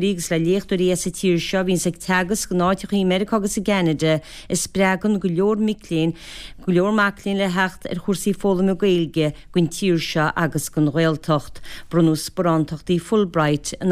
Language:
Irish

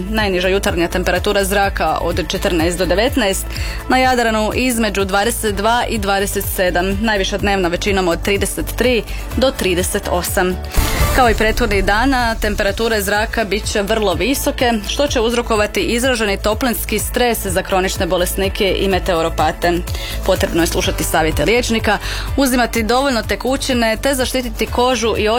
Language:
Croatian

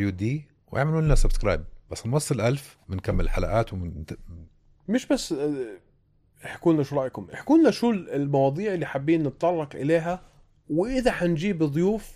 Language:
North Levantine Arabic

